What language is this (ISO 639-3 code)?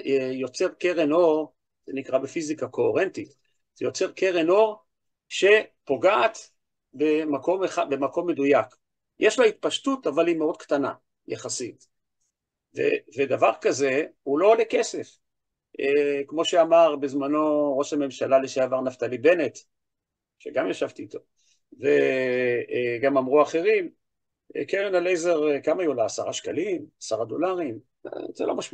heb